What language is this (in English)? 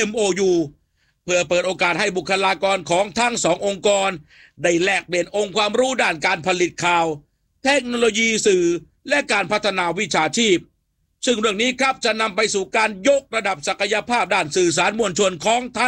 Thai